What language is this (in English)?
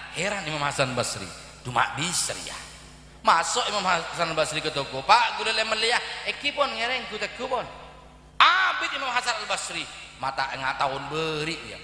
Madurese